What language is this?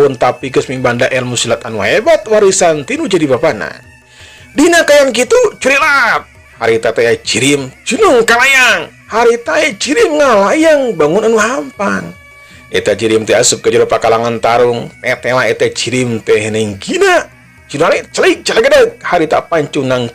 Sundanese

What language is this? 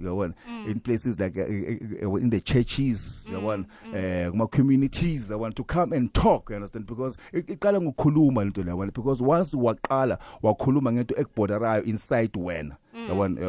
South Ndebele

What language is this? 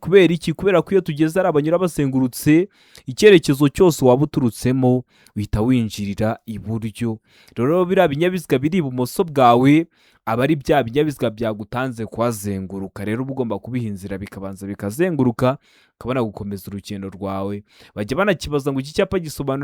Kinyarwanda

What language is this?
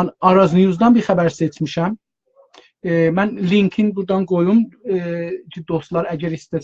South Azerbaijani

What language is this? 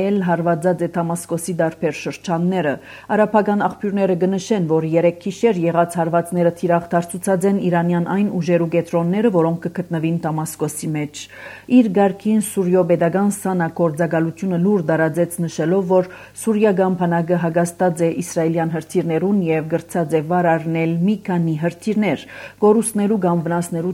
Armenian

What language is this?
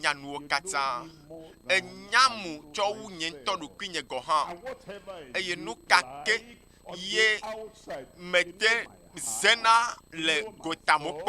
Ewe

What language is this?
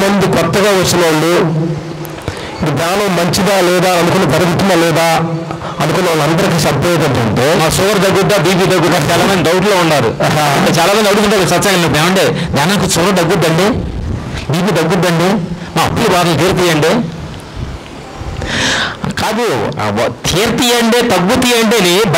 Telugu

